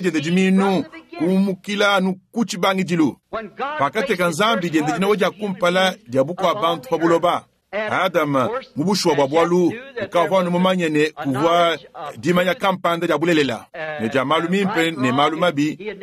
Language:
Luba-Lulua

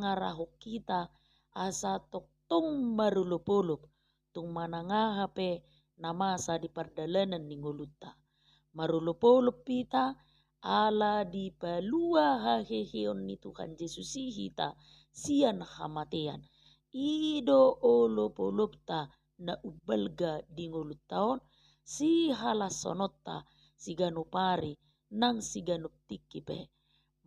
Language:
Batak Toba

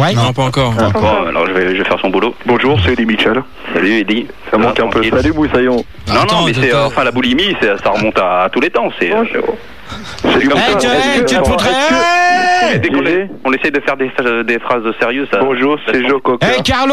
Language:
French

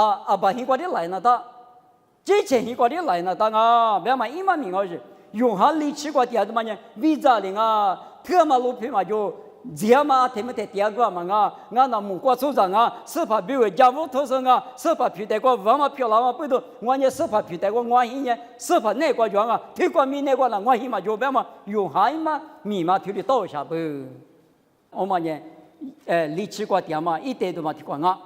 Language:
Lisu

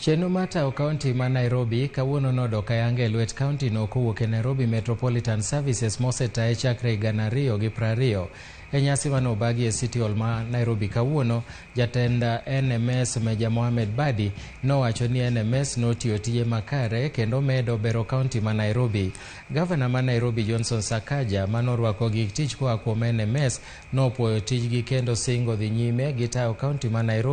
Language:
Luo (Kenya and Tanzania)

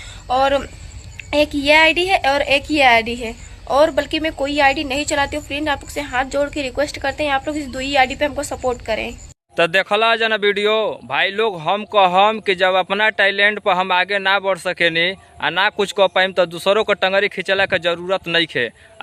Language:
Bhojpuri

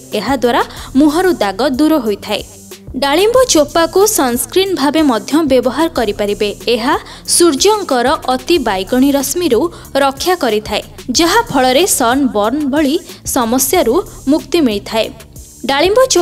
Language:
Odia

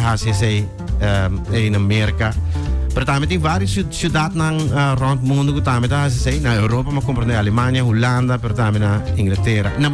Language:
Papiamento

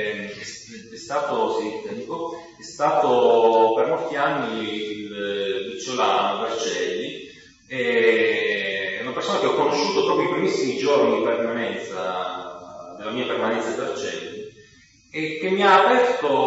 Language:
Italian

